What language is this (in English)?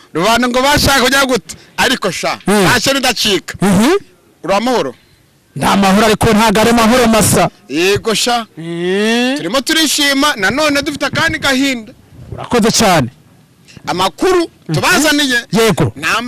Kinyarwanda